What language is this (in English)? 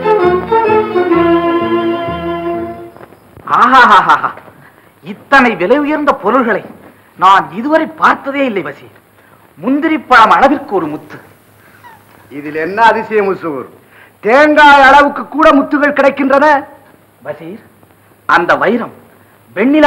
Tamil